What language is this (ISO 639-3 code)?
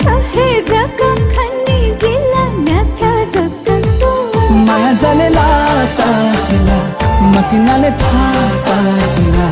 new